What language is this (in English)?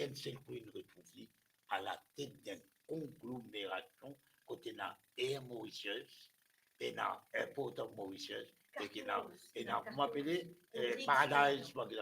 Morisyen